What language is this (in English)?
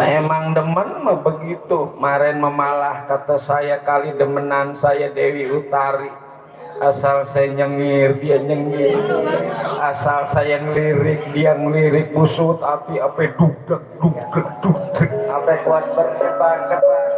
Betawi